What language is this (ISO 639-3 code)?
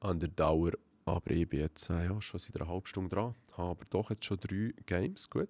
gsw